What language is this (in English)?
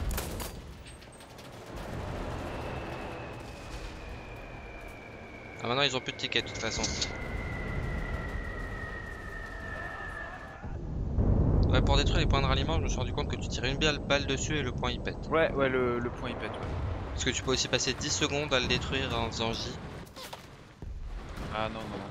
French